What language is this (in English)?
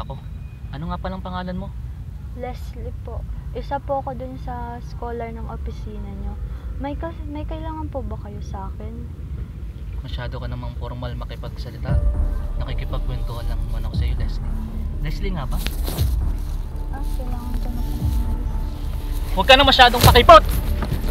Filipino